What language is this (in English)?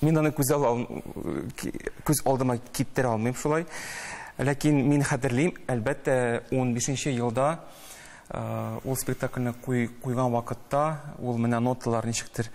Tatar